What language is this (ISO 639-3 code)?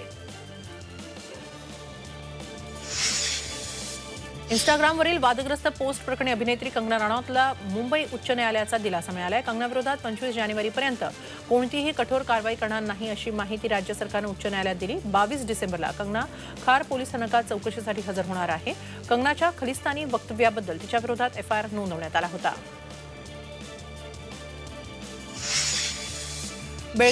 mar